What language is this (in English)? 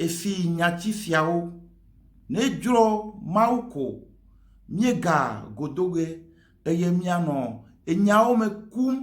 Ewe